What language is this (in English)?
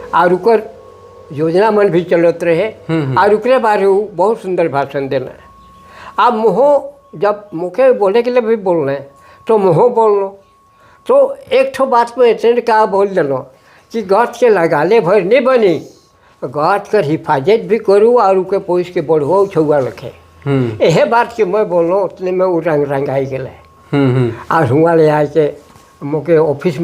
Sadri